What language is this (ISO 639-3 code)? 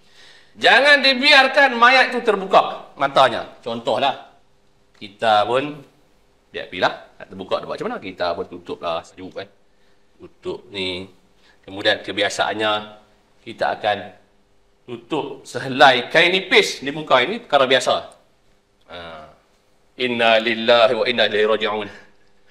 msa